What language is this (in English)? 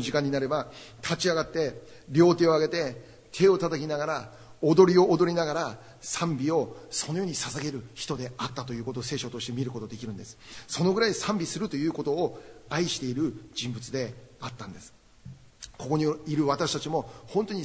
Japanese